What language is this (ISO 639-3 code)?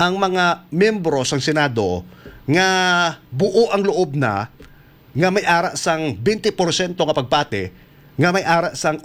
hil